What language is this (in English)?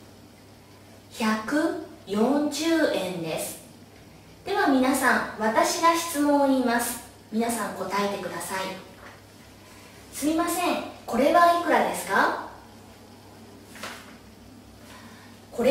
Japanese